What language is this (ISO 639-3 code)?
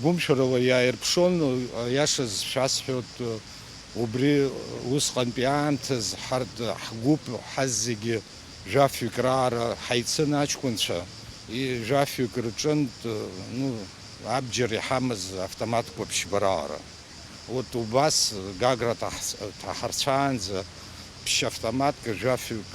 abk